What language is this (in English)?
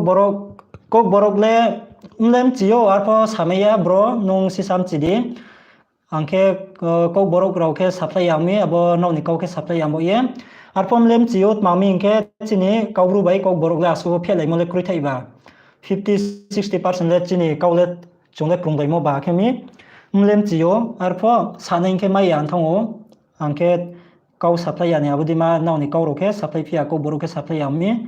Riang (India)